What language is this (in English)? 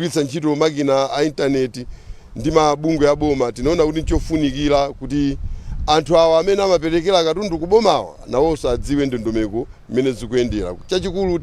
Nyanja